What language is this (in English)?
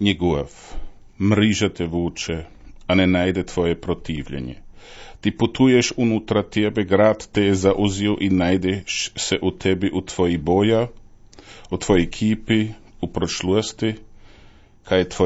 Serbian